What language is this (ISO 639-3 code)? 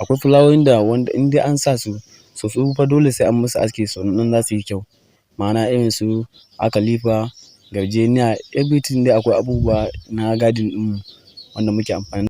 hau